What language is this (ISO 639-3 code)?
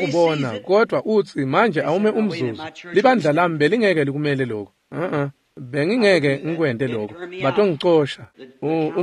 ssw